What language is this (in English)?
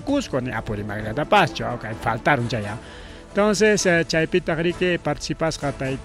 Ayacucho Quechua